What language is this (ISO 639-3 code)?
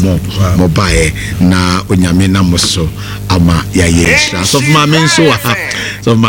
aka